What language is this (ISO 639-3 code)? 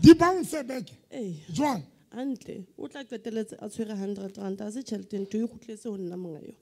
sot